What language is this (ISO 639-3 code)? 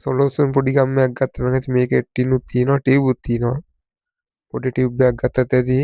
sin